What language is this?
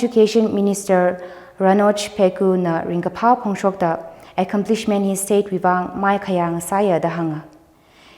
Tangkhul Naga (India)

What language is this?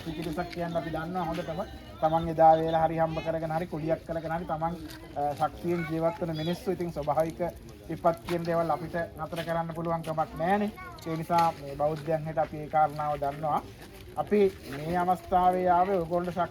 Sinhala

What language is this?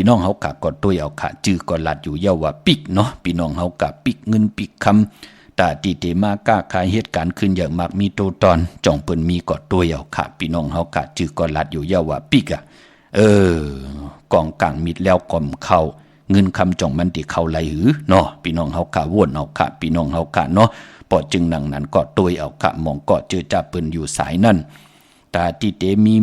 Shan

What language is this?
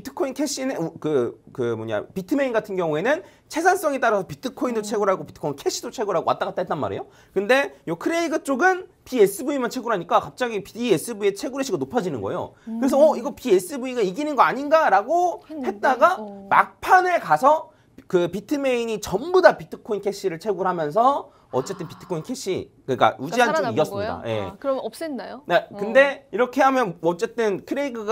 Korean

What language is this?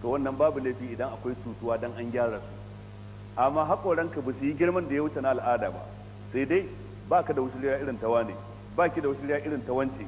Hausa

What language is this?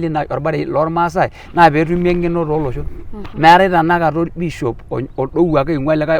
Masai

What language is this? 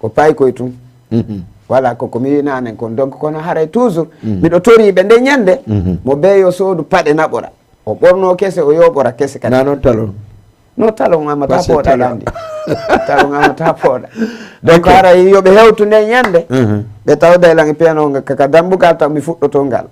Fula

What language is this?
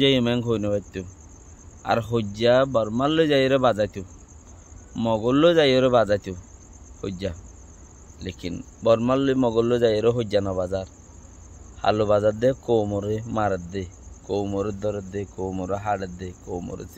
Rohingya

